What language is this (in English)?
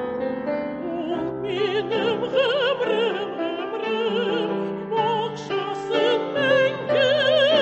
Tatar